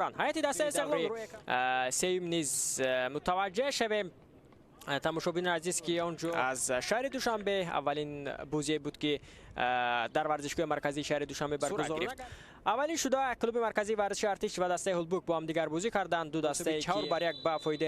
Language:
Tajik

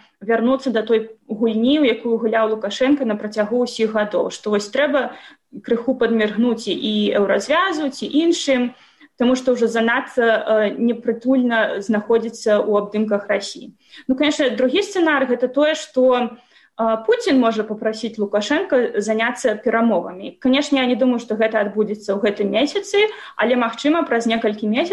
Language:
Belarusian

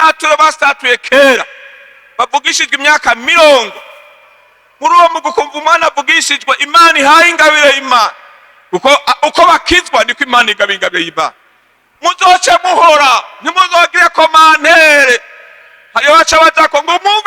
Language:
Rundi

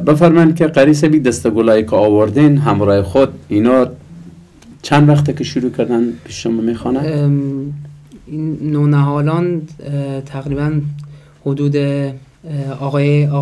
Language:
Persian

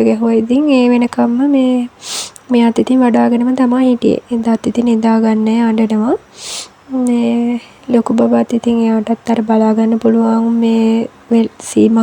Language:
Sinhala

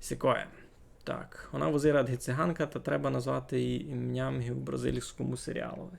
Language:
Rusyn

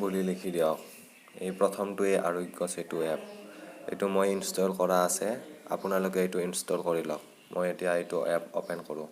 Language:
Assamese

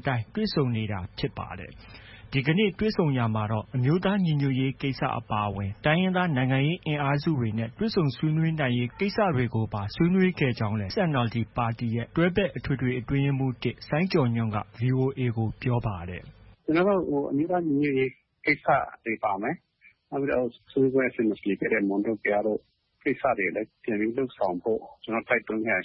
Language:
Burmese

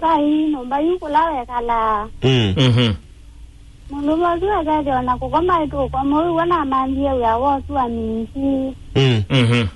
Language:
Kamba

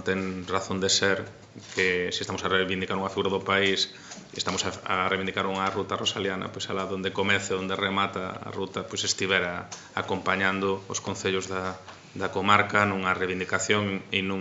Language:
Galician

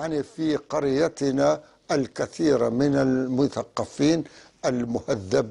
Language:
North Levantine Arabic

